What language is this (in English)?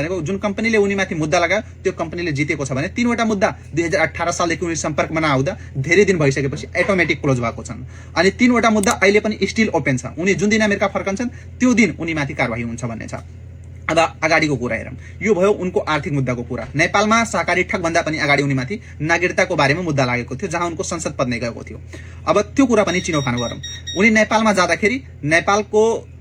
Nepali